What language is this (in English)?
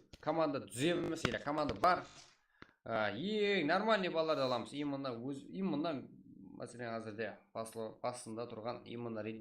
Kara-Kalpak